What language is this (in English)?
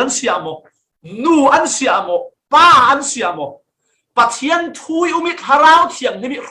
Falam Chin